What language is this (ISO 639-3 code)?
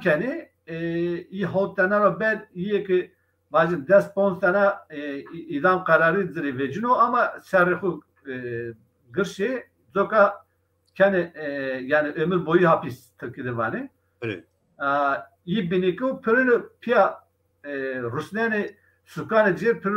zza